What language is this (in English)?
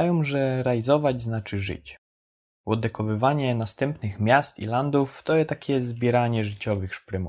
Silesian